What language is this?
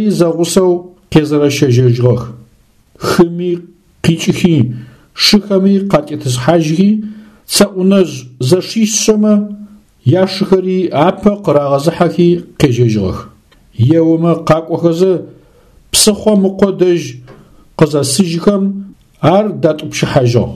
Adyghe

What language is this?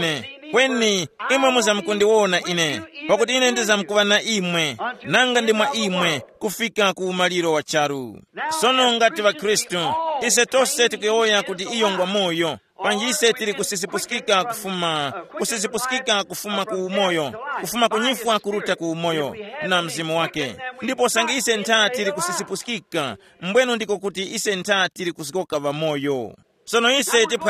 Tumbuka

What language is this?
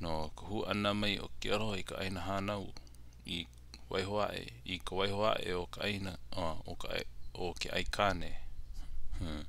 Hawaiian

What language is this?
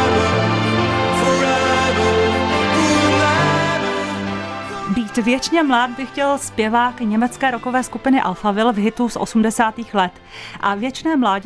Czech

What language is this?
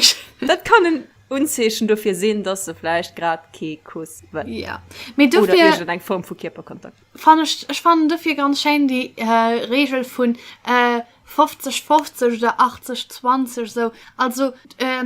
Luxembourgish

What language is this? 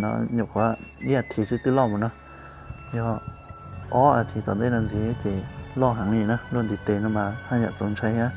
Hmong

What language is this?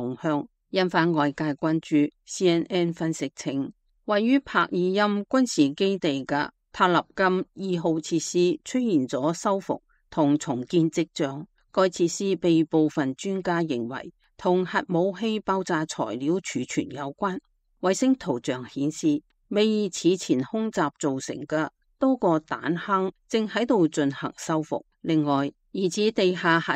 Cantonese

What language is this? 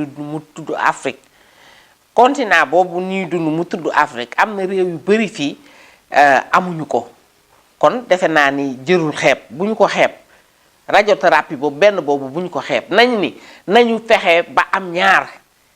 Wolof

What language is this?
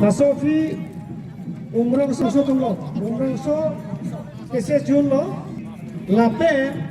Karbi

